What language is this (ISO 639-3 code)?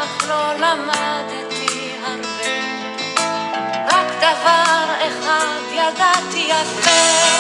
heb